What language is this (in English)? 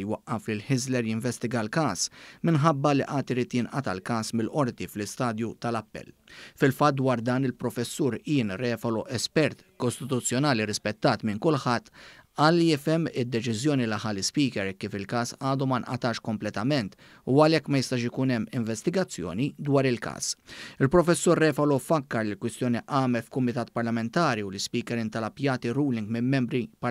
Maltese